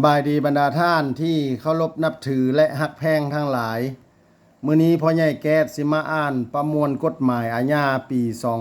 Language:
Lao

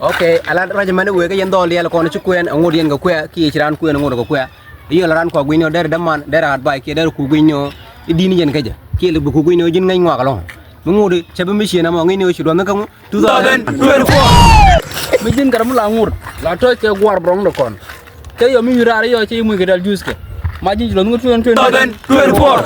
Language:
Nuer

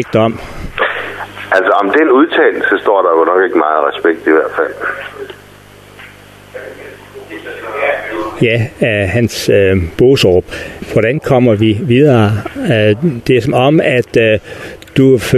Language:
Danish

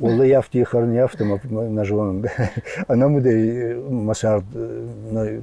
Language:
Ossetic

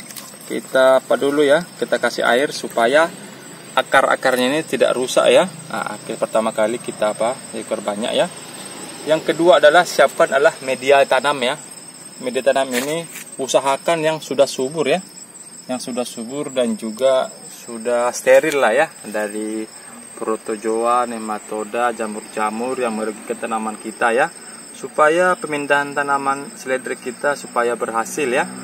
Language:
Indonesian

